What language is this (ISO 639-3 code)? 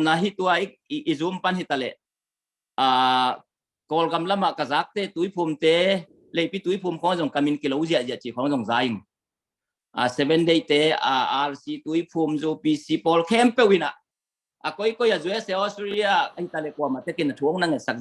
ctd